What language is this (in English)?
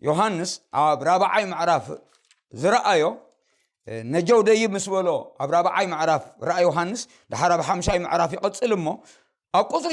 Tigrinya